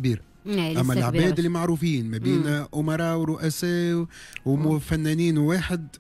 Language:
Tunisian Arabic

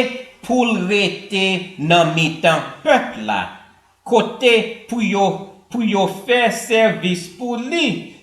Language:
Haitian Creole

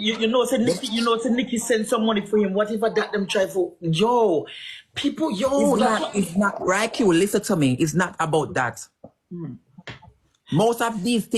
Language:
Jamaican Creole English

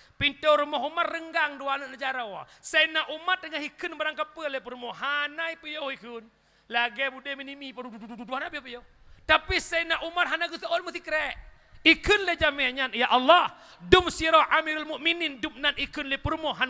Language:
Achinese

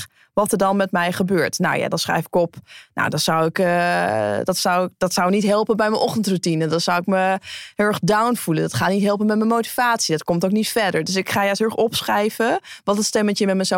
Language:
Dutch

